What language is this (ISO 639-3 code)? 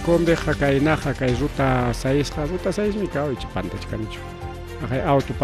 quy